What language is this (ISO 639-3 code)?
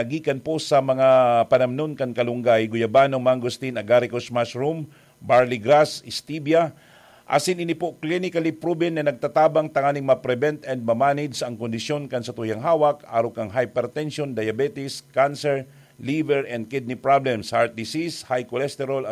bik